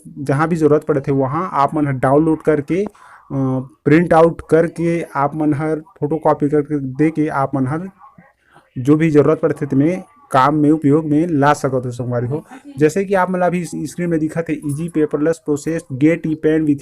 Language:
Chhattisgarhi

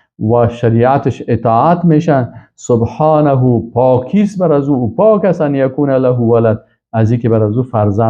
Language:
Persian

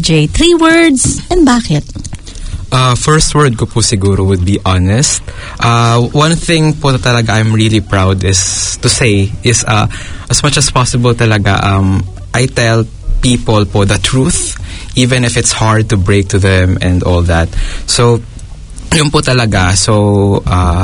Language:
Filipino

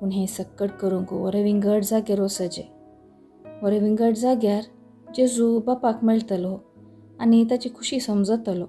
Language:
Konkani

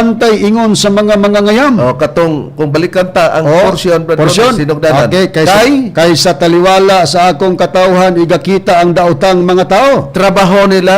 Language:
Cebuano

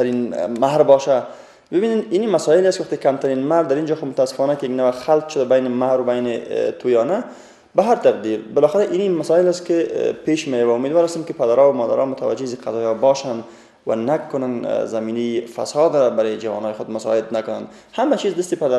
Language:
Persian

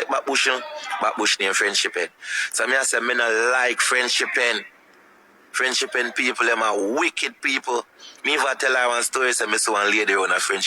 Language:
Jamaican Creole English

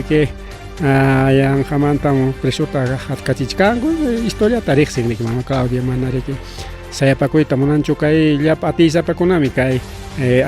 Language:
Ayacucho Quechua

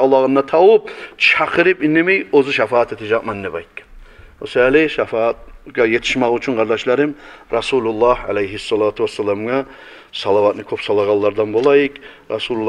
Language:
Kumyk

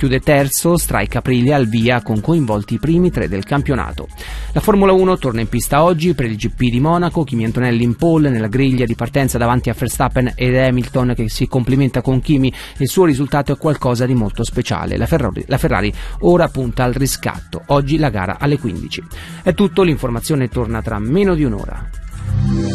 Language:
Italian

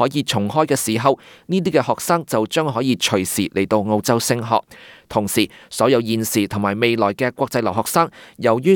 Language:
Cantonese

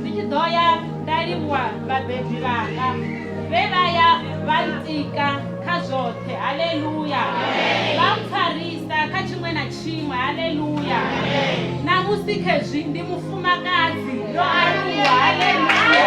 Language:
Venda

